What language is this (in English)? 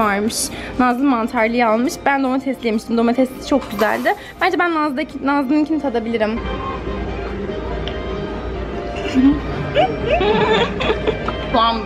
Turkish